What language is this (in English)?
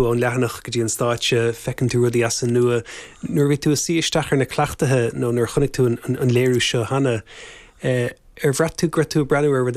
Irish